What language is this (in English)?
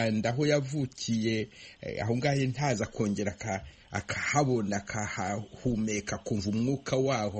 Kinyarwanda